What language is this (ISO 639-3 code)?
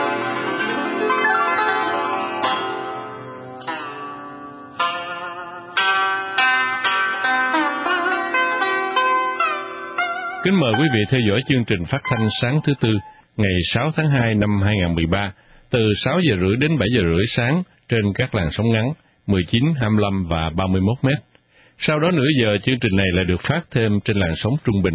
vie